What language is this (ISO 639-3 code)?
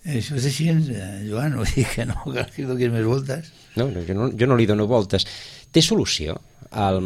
cat